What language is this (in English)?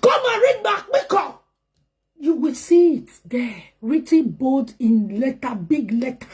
Nigerian Pidgin